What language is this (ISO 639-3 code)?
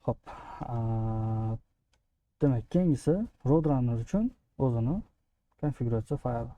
uzb